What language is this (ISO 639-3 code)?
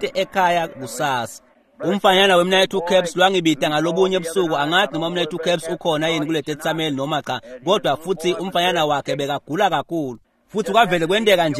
ssw